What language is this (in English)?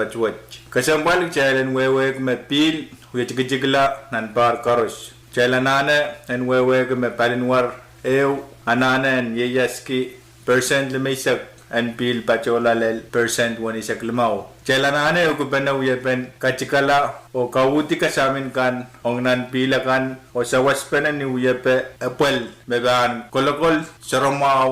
Pohnpeian